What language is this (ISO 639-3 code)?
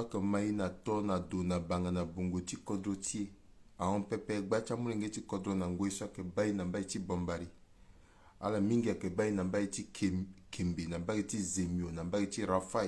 sag